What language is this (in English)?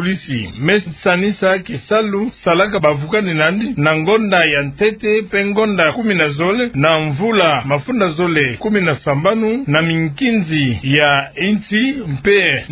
Kituba (Democratic Republic of Congo)